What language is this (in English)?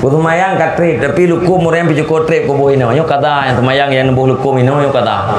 Achinese